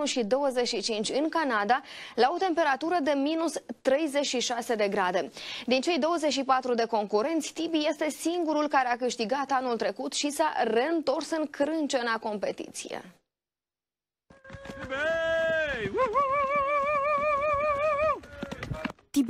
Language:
Romanian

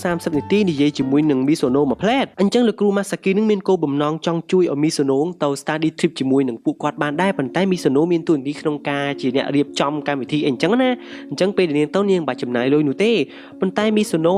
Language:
Khmer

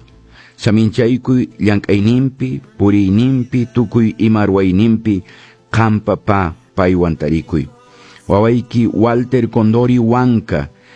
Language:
Quechua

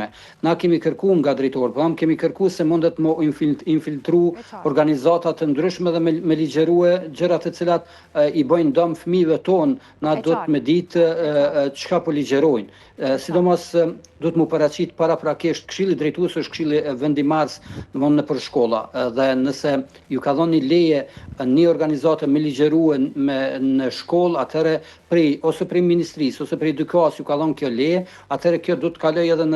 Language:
Albanian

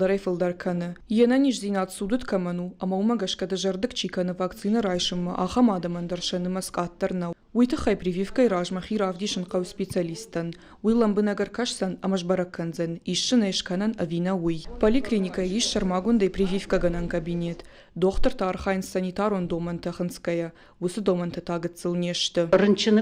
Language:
Ossetic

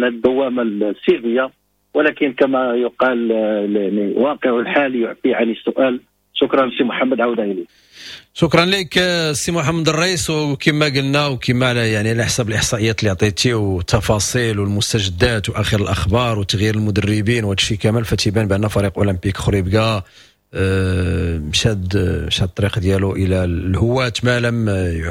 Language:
Moroccan Arabic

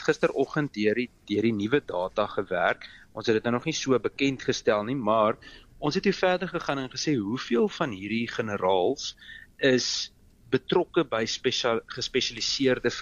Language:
Afrikaans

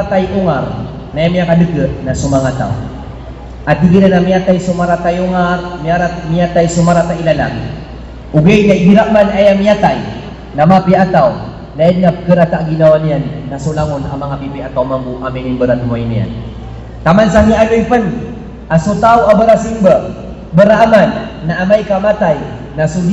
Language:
Maranao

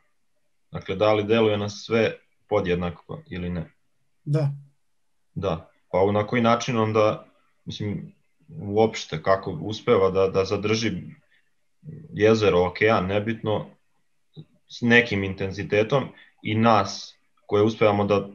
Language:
Serbian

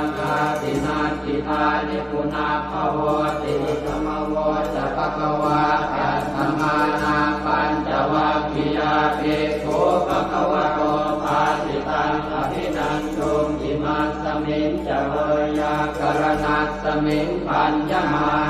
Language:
Pali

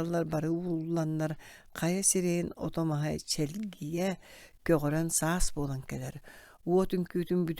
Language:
Yakut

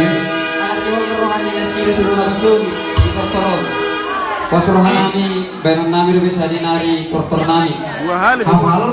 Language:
Batak Toba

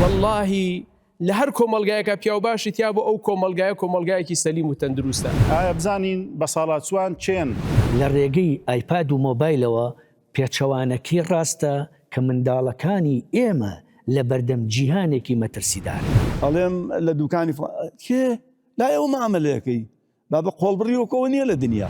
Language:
Central Kurdish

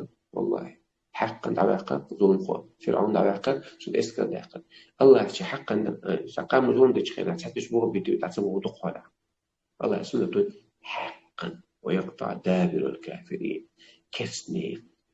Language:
Chechen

